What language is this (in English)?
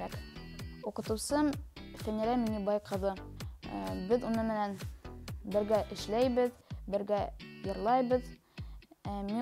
Bashkir